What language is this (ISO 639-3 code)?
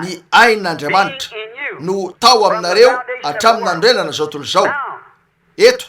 mlg